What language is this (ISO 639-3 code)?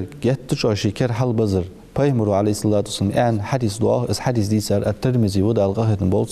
inh